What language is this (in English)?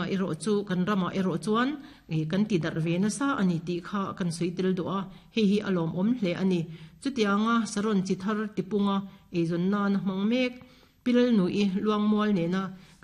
Mizo